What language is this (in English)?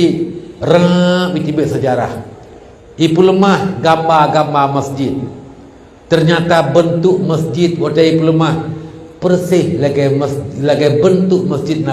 Achinese